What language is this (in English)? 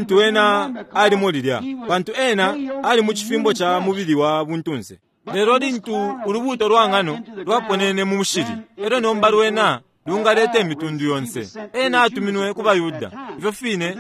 Bemba